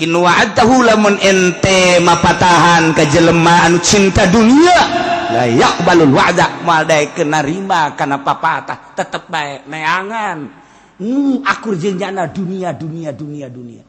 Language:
Sundanese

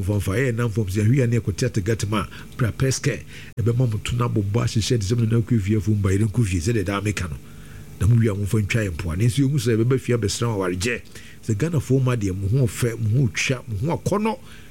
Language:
Akan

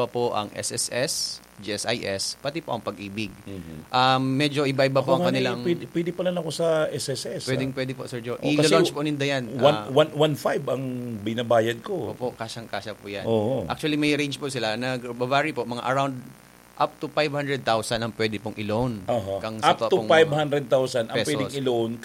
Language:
Bikol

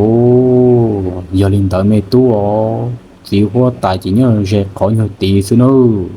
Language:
Hmong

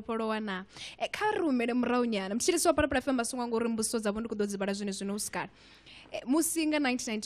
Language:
Venda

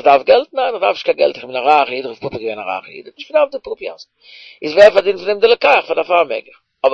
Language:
Yiddish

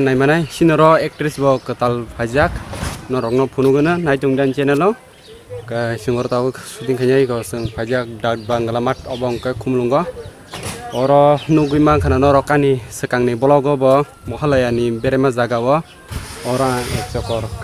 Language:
Kok Borok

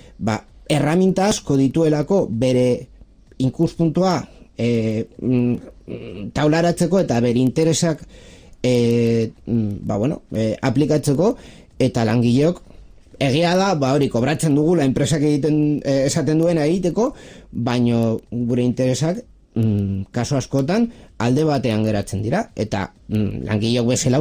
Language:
Basque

